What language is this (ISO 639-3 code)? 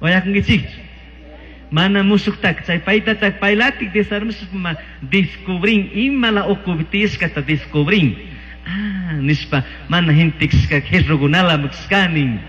qug